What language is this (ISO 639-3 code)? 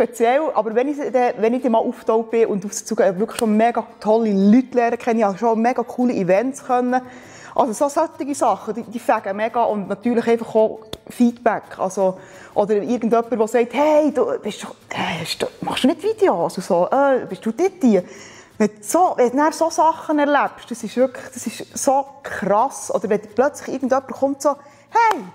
gsw